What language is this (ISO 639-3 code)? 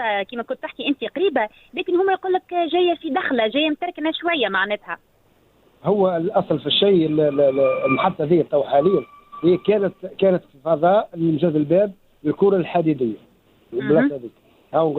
aeb